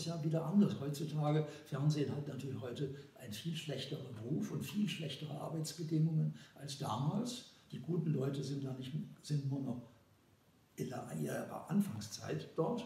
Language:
German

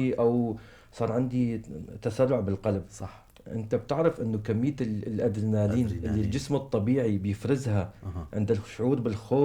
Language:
North Levantine Arabic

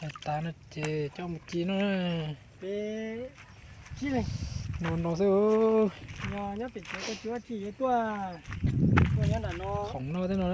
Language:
Hmong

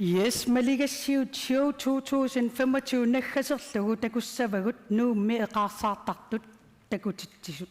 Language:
Kalaallisut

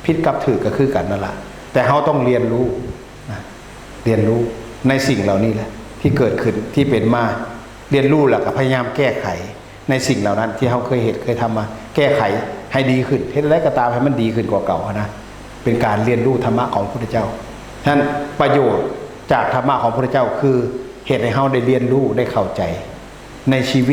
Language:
Northeastern Thai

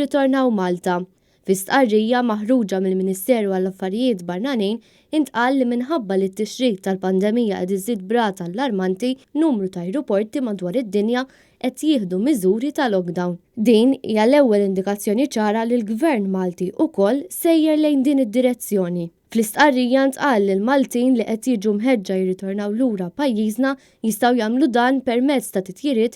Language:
Maltese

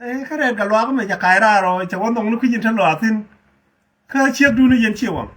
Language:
Nuer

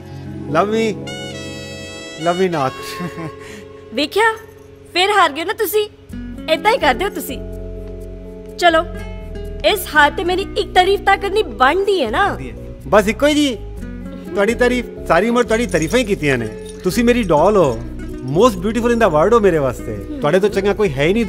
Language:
Punjabi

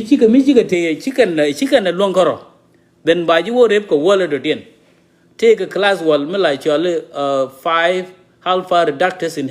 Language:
Nuer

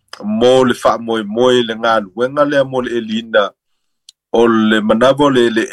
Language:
Samoan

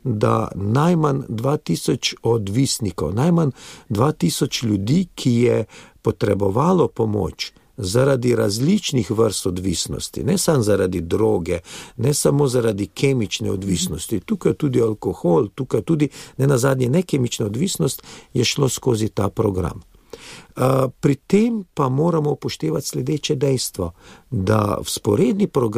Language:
Slovenian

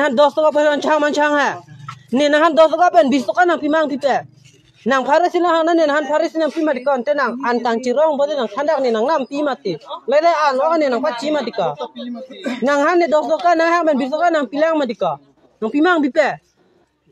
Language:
Karbi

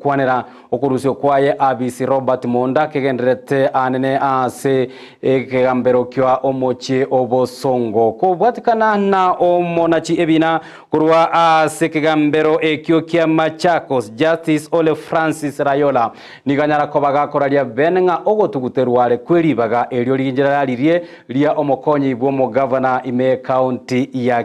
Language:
Gusii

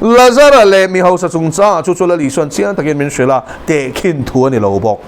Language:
Mizo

